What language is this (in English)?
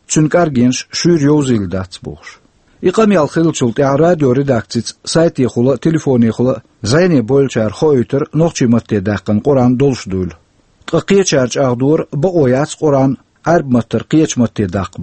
Chechen